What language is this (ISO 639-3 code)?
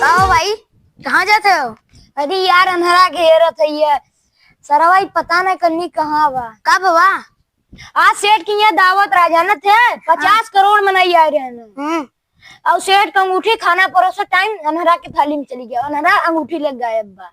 awa